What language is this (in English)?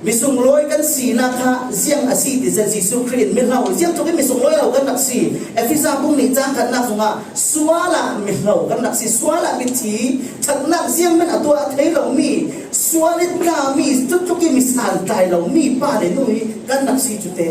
Falam Chin